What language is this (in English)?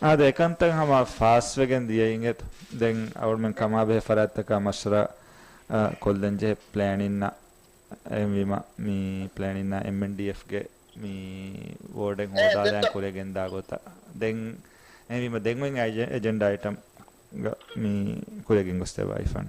Divehi